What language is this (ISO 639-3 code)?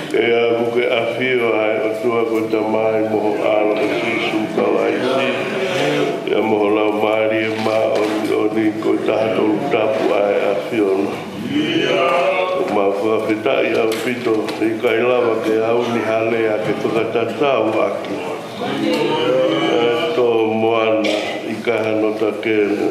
ton